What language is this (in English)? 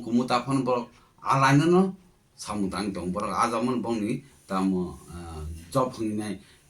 Kok Borok